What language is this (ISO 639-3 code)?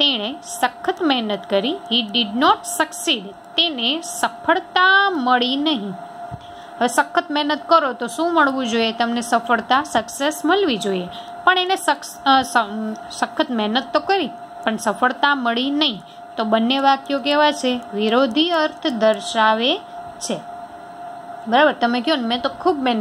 guj